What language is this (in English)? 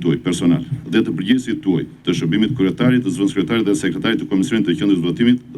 Albanian